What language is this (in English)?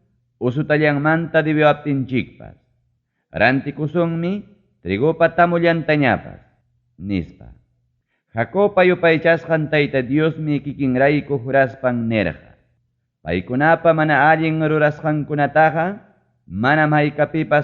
Ayacucho Quechua